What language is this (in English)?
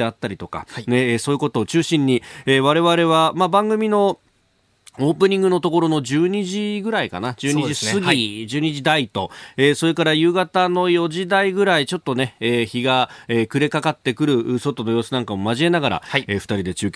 Japanese